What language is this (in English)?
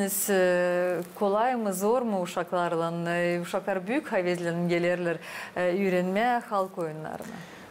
Gagauz